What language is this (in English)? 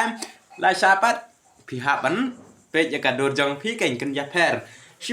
Khasi